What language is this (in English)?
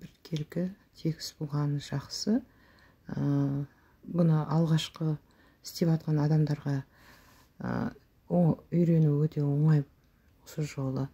Kazakh